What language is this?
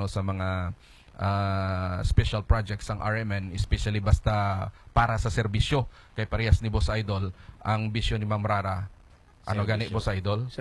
Hiligaynon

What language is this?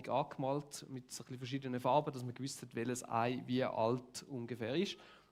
Swiss German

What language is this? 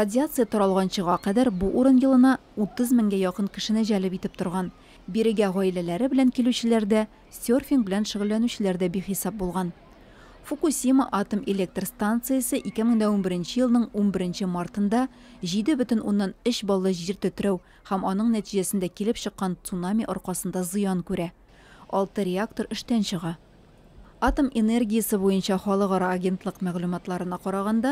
Tatar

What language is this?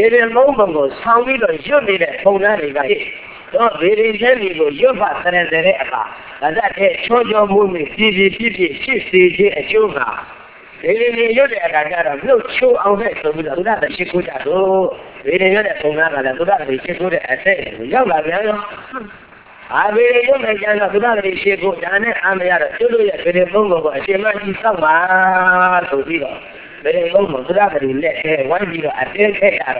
Burmese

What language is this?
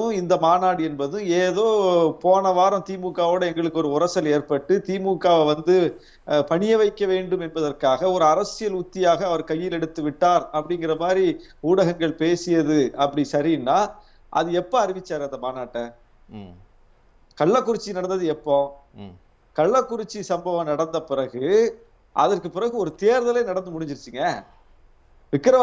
Tamil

